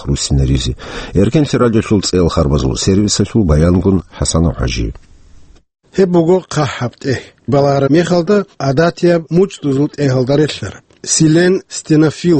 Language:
Avaric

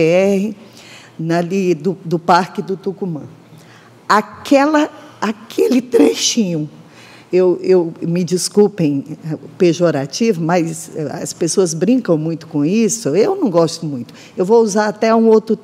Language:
Portuguese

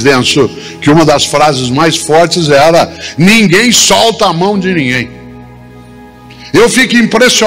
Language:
Portuguese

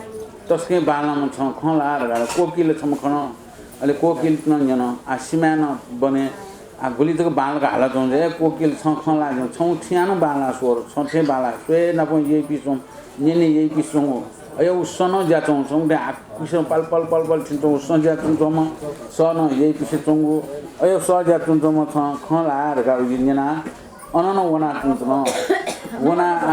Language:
Newari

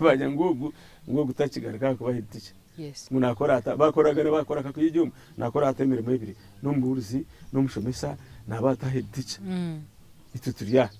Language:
Nyankole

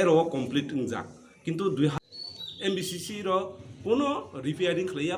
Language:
Kok Borok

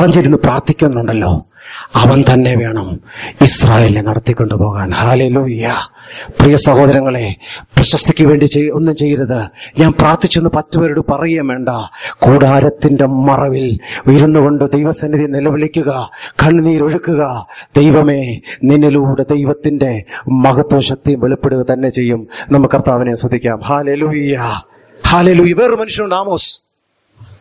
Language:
Malayalam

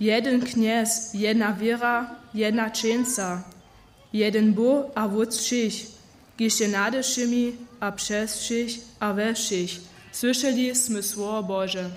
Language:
Upper Sorbian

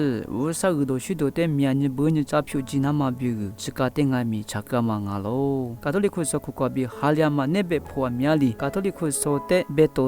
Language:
Lisu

